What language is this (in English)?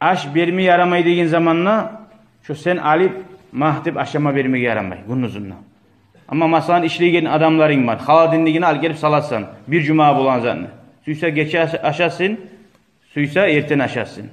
Kumyk